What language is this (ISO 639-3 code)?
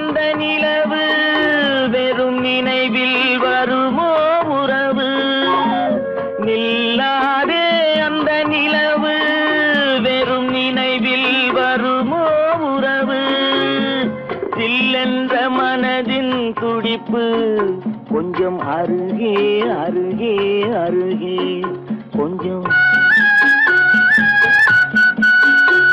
tam